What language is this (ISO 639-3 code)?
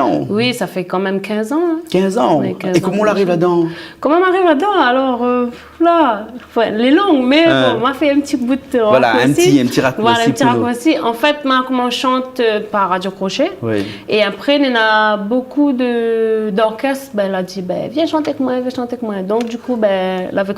rcf